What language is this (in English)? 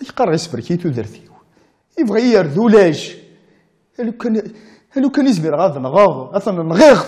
Kabyle